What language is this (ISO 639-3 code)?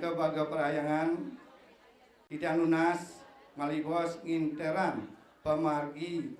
ban